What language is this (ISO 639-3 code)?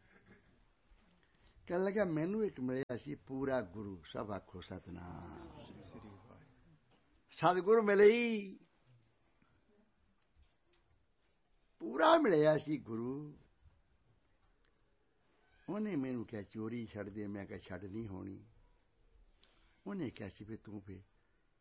pan